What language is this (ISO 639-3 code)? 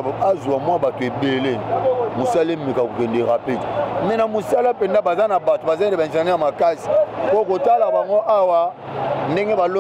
lin